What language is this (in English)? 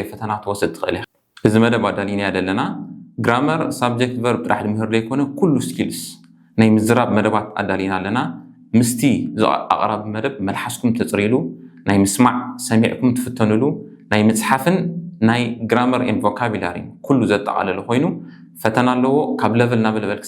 Tigrinya